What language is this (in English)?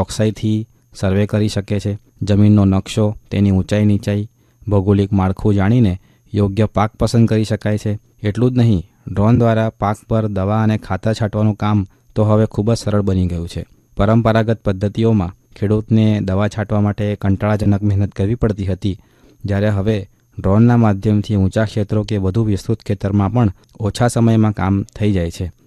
Gujarati